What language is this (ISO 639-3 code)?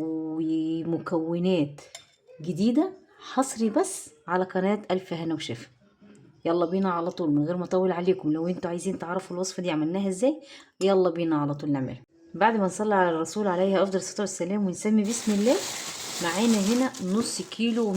arz